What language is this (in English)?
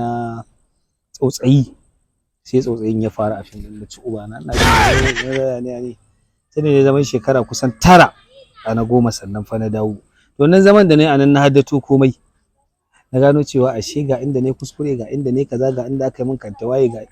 Hausa